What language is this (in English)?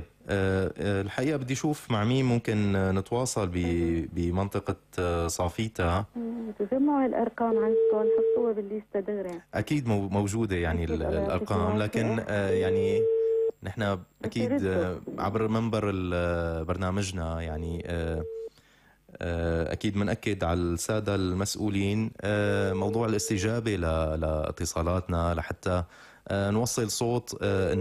North Levantine Arabic